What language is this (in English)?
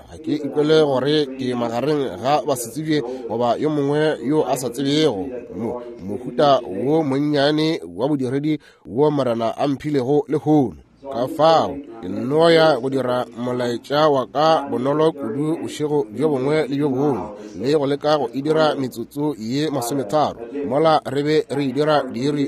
Northern Sotho